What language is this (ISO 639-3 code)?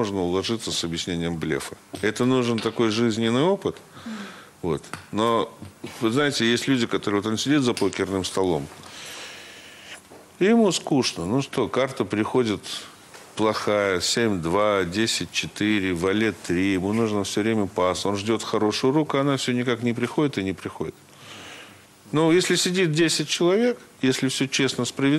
rus